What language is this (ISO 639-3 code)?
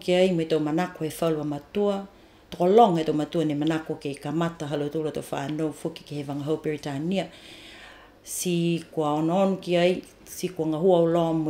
niu